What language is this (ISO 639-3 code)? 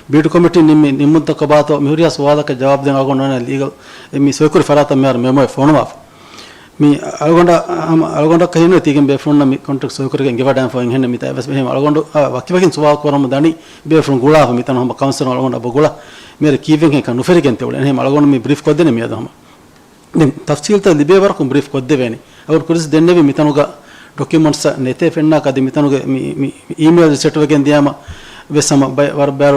div